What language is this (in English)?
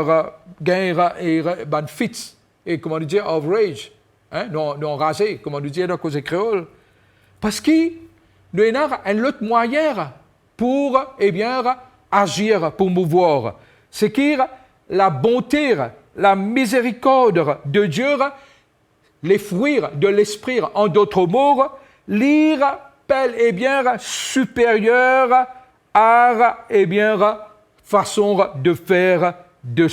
Morisyen